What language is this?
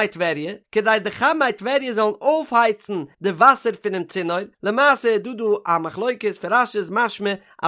Yiddish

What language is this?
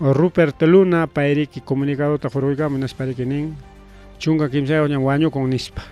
Ayacucho Quechua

